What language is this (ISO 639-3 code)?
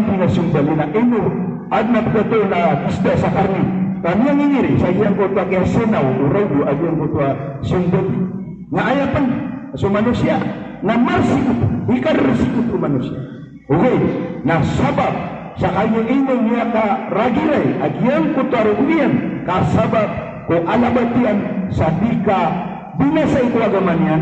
mrw